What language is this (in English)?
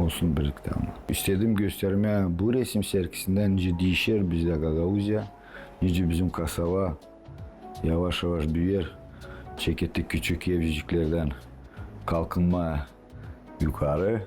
Gagauz